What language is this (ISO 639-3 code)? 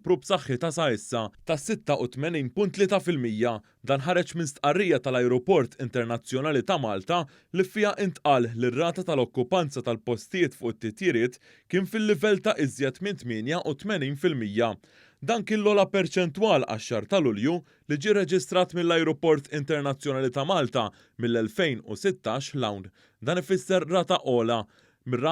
mlt